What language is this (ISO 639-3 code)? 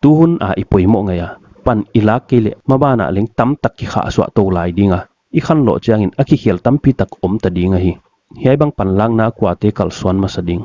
pck